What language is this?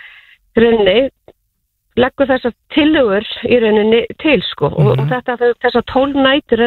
Icelandic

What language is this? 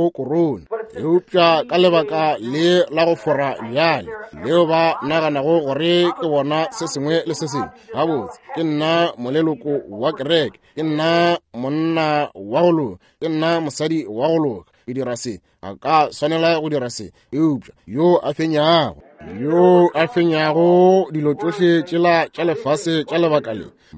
Northern Sotho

